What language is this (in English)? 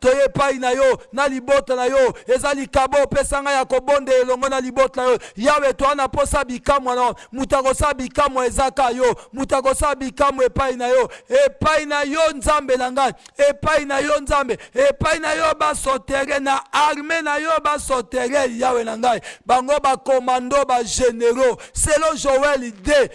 Lingala